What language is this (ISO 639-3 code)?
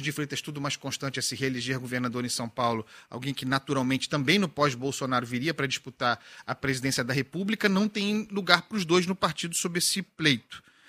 por